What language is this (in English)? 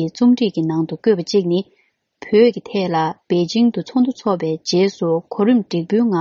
Tibetan